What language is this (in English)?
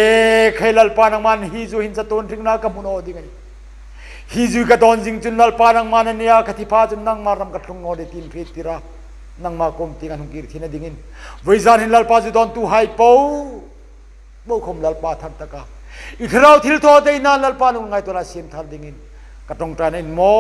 Hmar